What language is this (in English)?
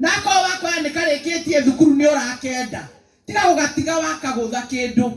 Kikuyu